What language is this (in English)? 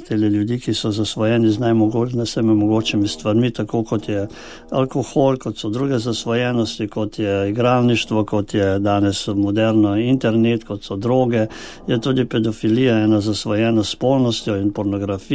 Slovenian